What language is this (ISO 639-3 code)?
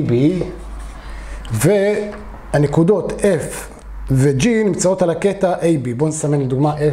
heb